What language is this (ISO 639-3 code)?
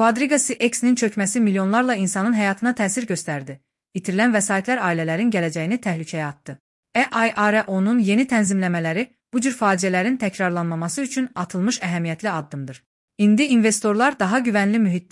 aze